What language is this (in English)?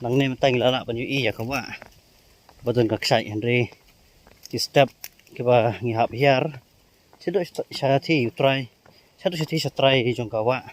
Khasi